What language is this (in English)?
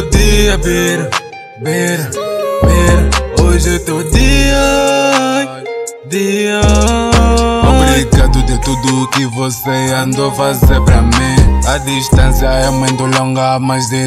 Portuguese